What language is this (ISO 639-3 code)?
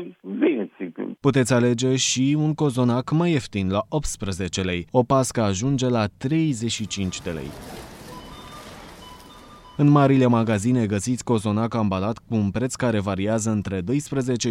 ron